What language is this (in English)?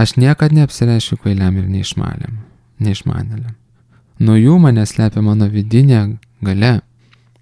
Lithuanian